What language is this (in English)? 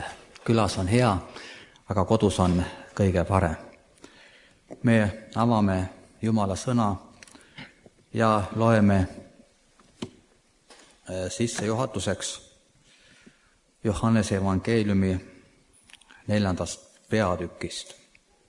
Estonian